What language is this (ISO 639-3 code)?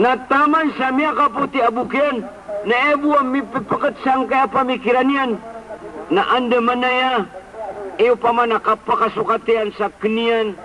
mrw